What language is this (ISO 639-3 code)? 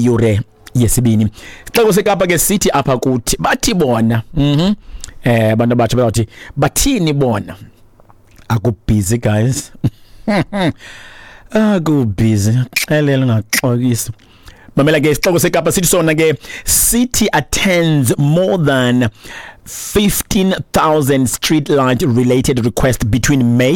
xho